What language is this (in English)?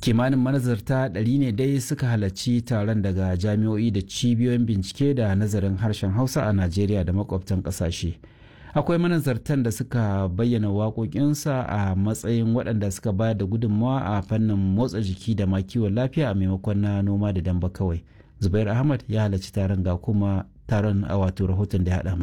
Hausa